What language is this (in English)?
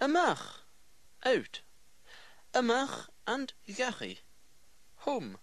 Scottish Gaelic